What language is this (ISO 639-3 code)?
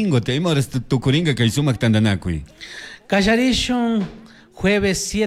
qug